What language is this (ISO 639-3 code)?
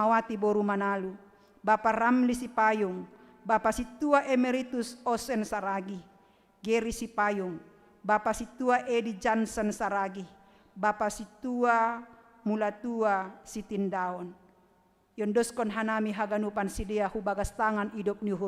bts